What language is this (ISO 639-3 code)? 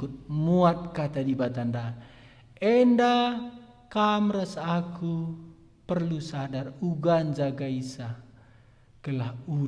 btx